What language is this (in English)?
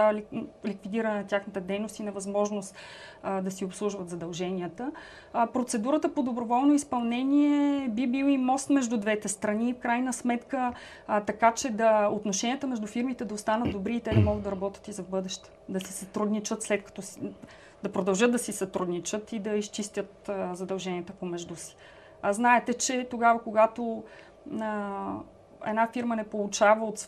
Bulgarian